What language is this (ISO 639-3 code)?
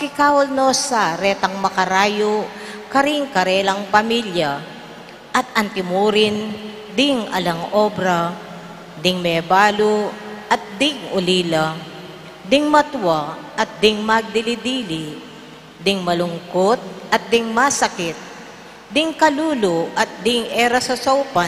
pam